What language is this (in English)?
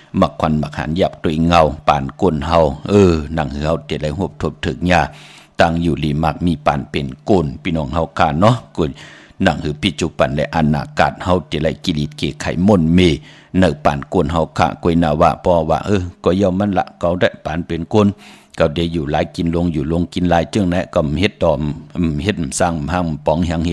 Shan